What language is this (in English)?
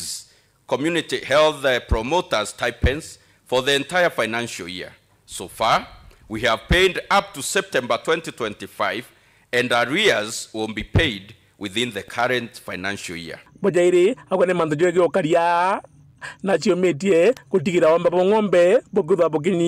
Meru